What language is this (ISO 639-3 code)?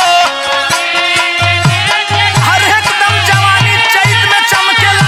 bho